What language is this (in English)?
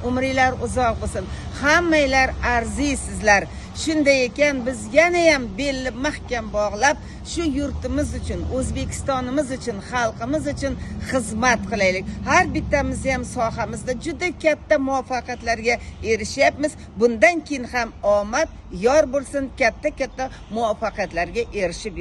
Uzbek